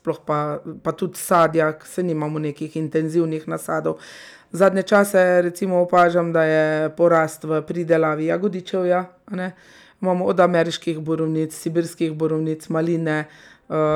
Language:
Slovenian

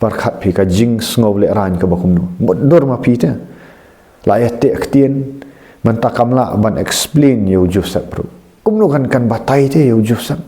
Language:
Khasi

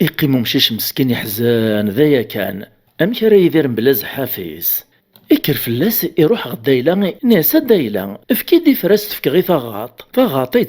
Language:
Kabyle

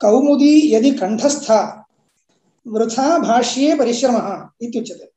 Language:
Sanskrit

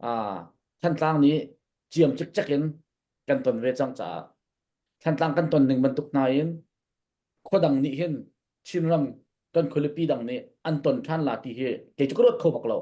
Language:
Hakha Chin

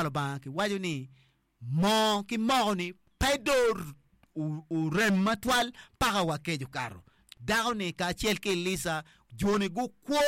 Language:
Acoli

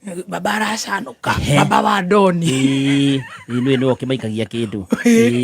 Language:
Kikuyu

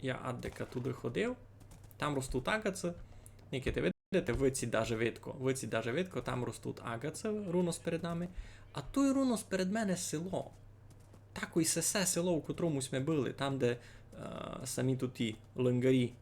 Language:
Rusyn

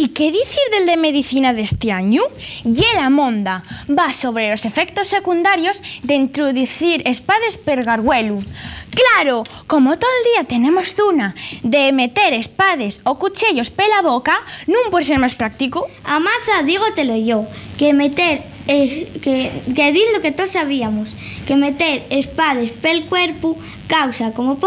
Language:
Asturian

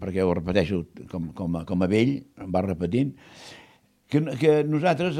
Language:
Catalan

